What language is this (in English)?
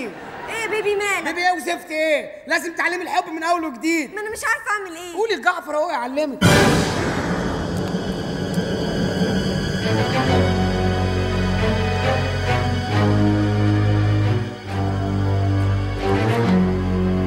Egyptian Arabic